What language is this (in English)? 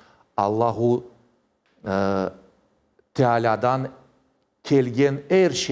Crimean Tatar